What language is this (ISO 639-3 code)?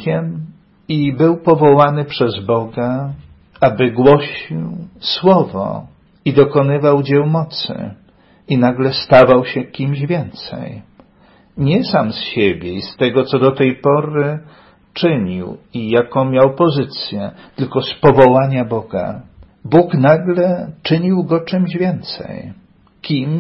pol